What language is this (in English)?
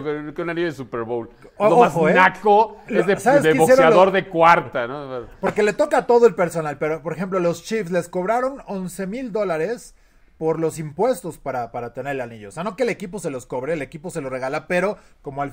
Spanish